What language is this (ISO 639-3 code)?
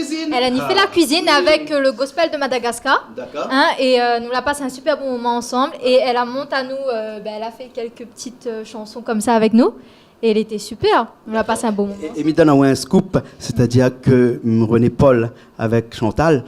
rcf